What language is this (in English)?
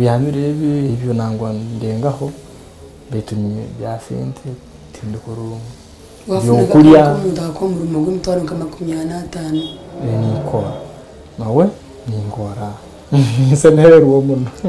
Nyankole